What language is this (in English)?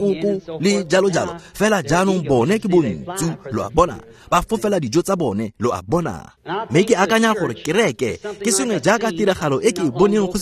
Tswana